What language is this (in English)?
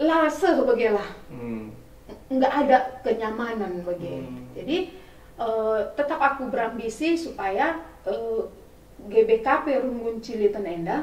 Batak Karo